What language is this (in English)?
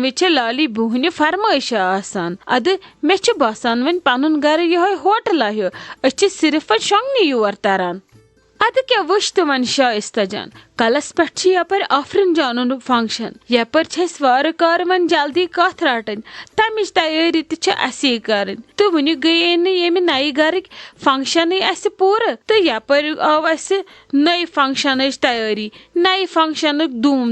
Kashmiri